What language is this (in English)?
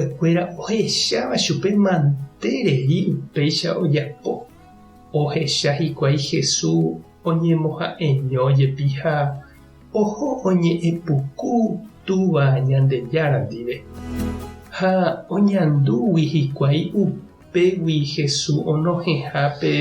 Guarani